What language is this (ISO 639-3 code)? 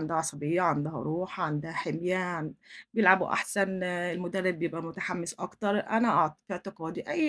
arz